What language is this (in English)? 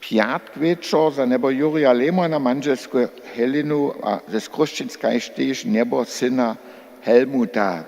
Upper Sorbian